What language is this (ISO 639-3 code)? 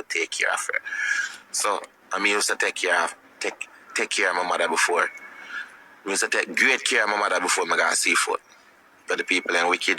jam